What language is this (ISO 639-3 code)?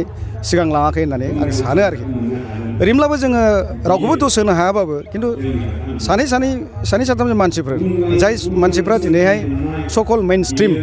brx